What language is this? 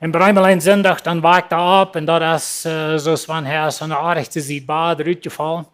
Plautdietsch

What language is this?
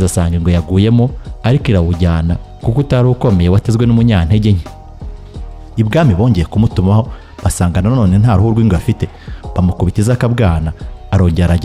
Kinyarwanda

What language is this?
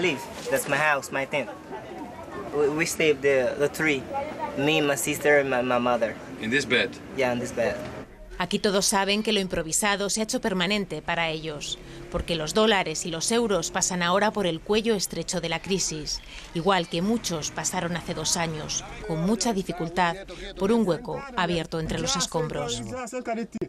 Spanish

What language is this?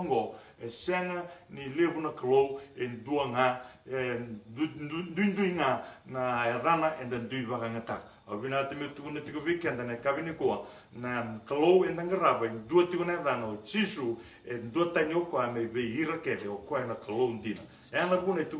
Fijian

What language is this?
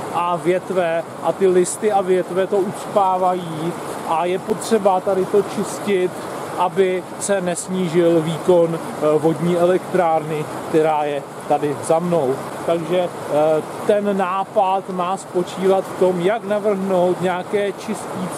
Czech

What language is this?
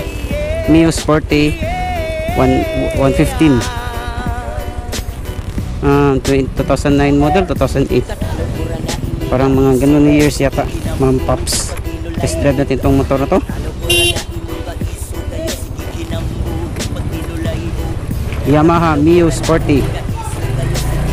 Filipino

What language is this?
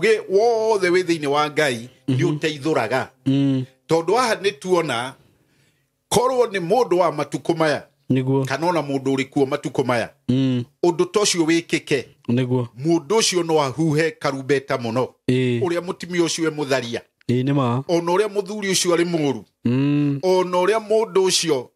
Kikuyu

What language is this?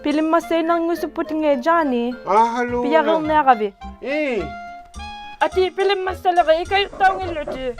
Inuktitut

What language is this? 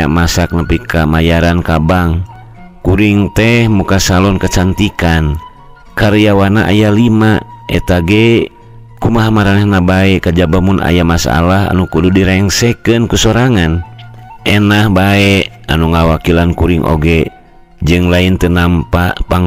Sundanese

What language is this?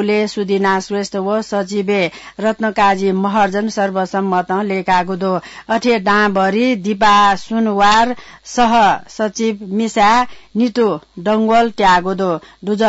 Newari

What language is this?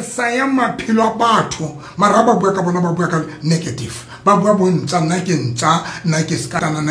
Southern Sotho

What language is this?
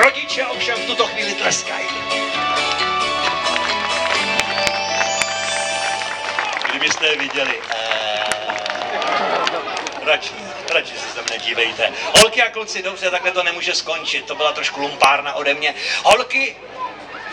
Czech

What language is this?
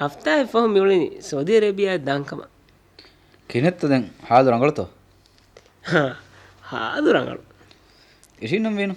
Divehi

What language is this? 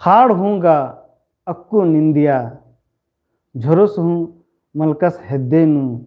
Kurukh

